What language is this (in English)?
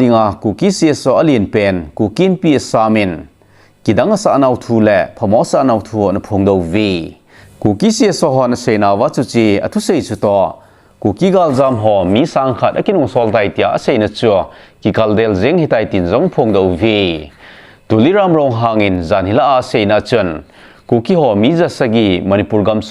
Thado Chin